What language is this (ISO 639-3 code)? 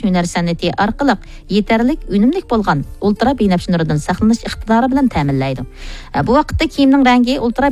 uig